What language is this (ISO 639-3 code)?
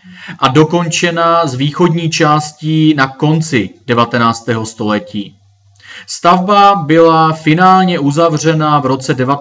ces